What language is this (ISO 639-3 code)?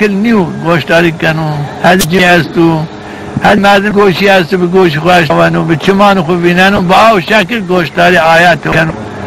zza